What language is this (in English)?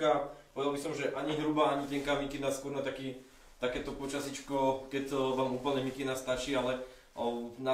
Slovak